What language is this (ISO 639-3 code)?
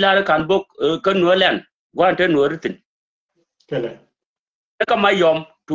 nus